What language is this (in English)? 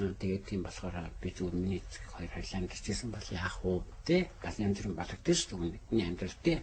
Mongolian